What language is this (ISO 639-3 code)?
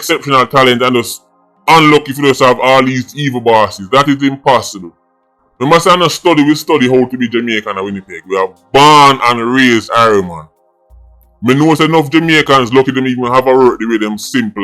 jam